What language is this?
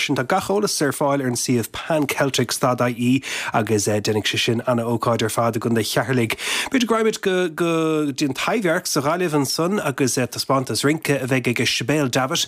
Irish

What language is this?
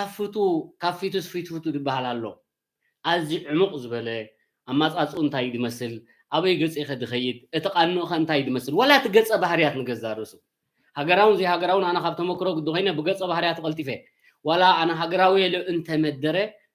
Tigrinya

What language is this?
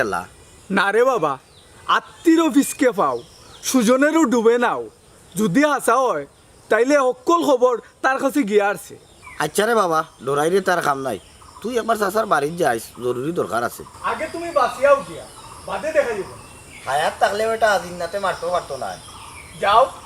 Sylheti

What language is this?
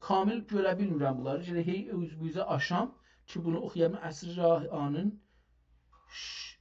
South Azerbaijani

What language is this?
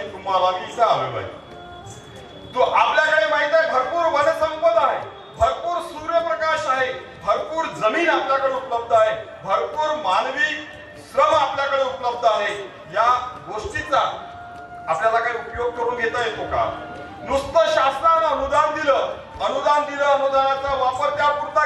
Marathi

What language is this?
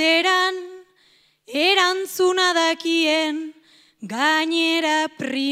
Basque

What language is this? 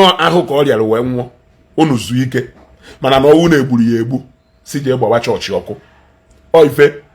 Igbo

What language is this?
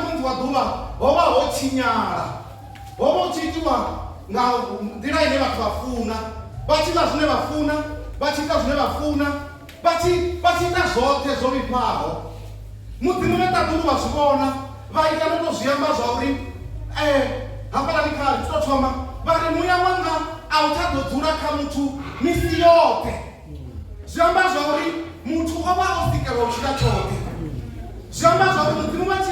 Venda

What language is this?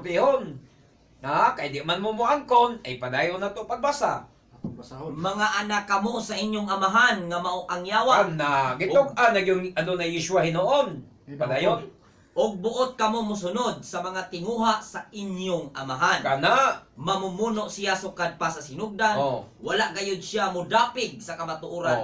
Cebuano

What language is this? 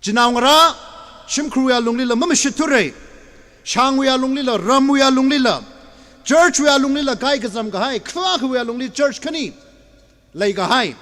Tangkhul Naga (India)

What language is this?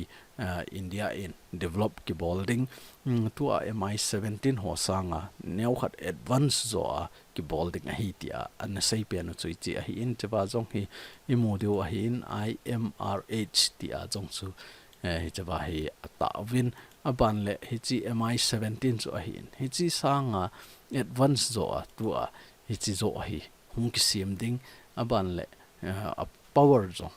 Thado Chin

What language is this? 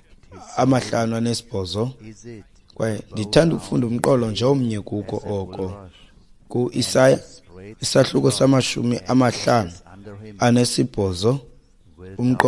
Xhosa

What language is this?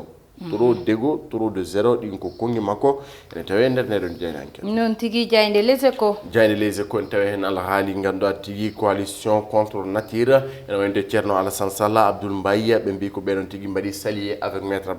Fula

